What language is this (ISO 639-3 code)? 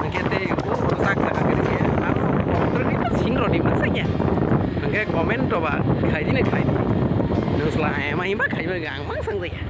trp